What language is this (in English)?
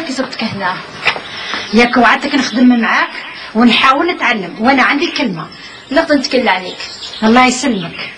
Algerian Arabic